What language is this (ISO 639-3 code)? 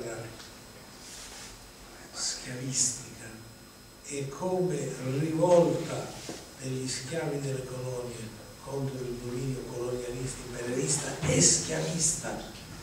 ita